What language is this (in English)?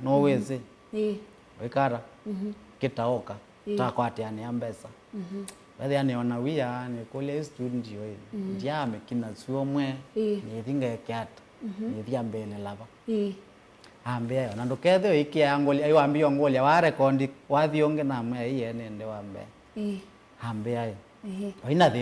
Kamba